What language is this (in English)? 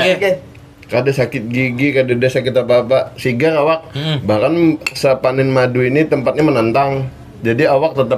Banjar